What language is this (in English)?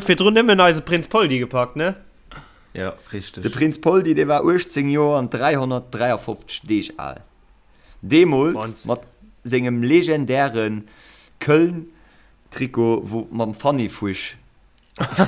Luxembourgish